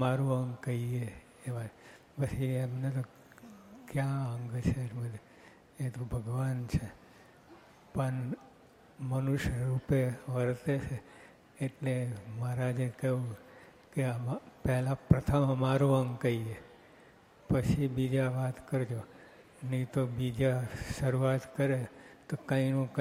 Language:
Gujarati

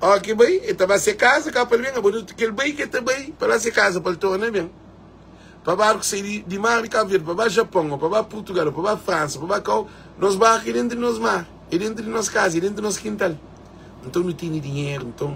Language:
Kabuverdianu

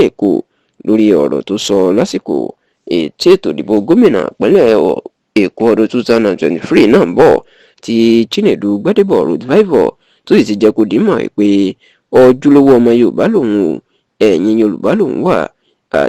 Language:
Yoruba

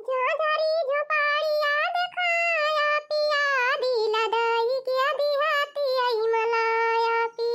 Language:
Awadhi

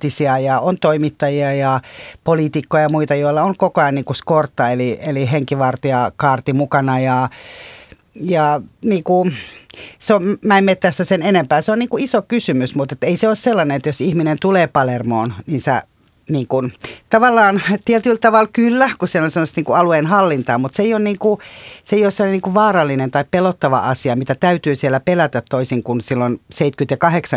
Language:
Finnish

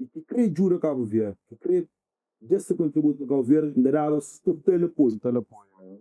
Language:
Kabuverdianu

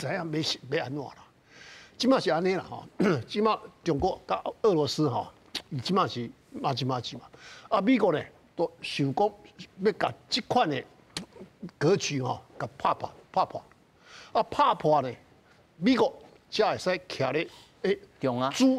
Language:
Min Nan Chinese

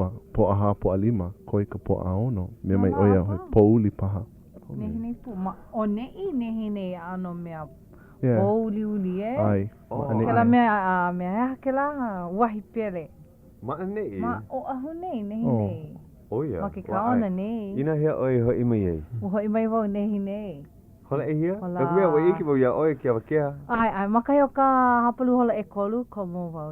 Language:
Hawaiian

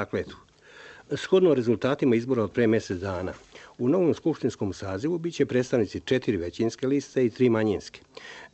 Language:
Serbian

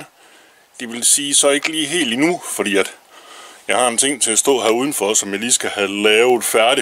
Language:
Danish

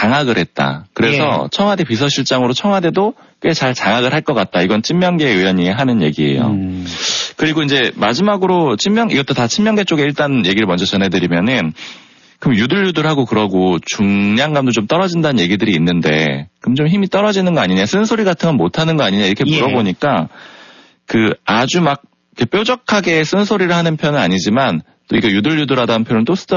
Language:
Korean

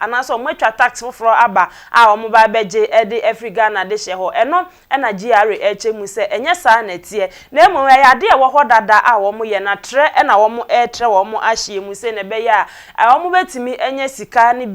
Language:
Akan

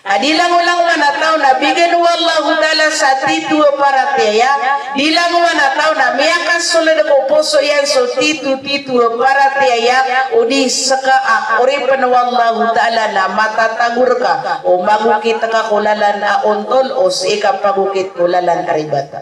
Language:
Maranao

